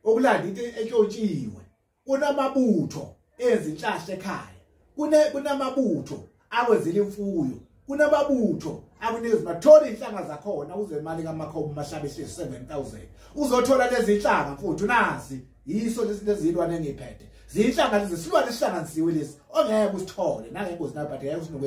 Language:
Zulu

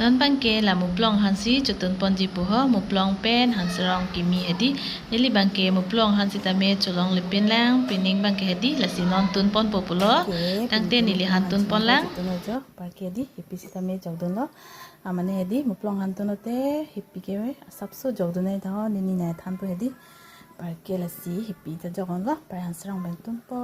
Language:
Karbi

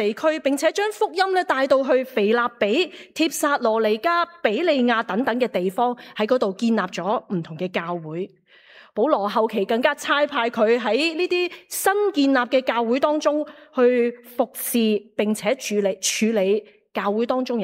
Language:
Cantonese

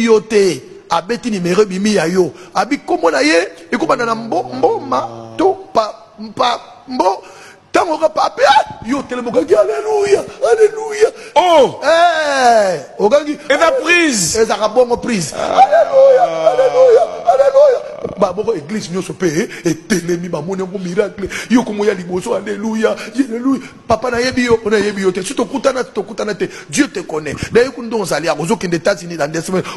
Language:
Lingala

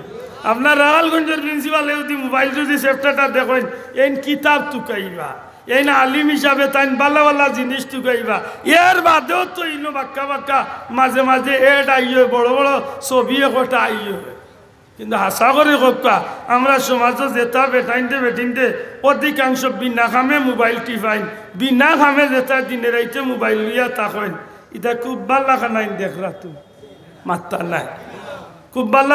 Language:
Sylheti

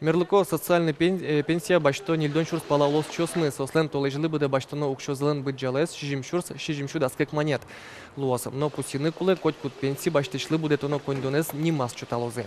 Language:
Udmurt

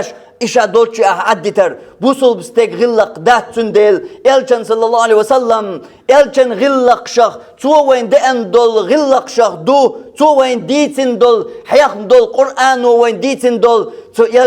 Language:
Chechen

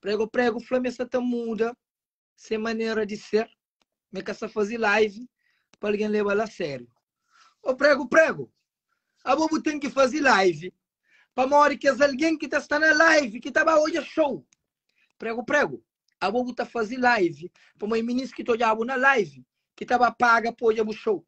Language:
Kabuverdianu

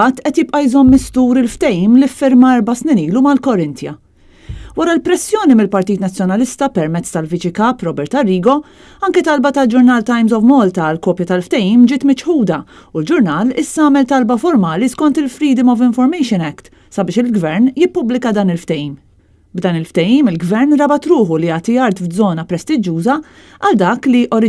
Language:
Maltese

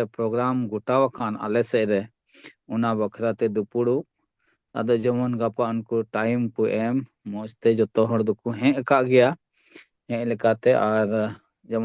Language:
Santali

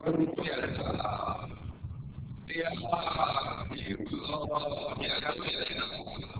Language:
Burmese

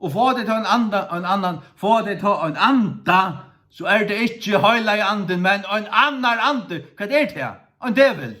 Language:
Faroese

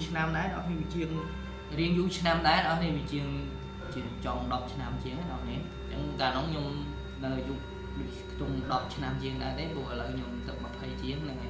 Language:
Khmer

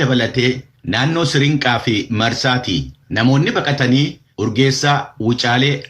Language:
Oromo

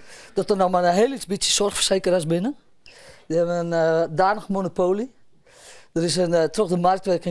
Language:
Western Frisian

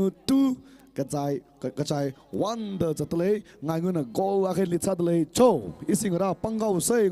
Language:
Tangkhul Naga (India)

